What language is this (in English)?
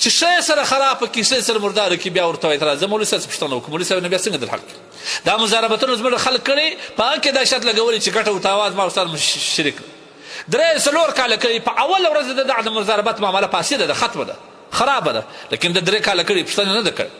Pashto